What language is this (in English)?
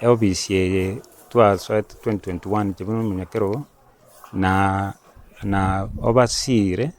Gusii